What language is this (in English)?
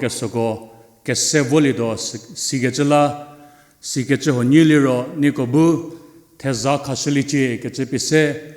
Angami Naga